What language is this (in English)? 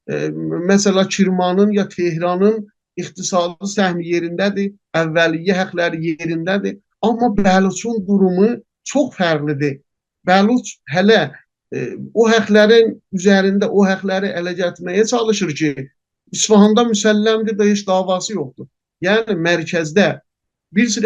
South Azerbaijani